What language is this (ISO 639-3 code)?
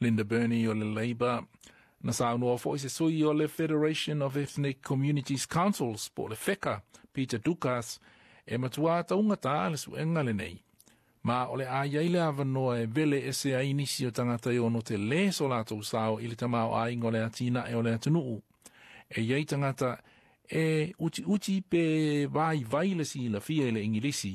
smo